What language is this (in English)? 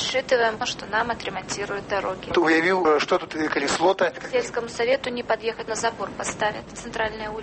Belarusian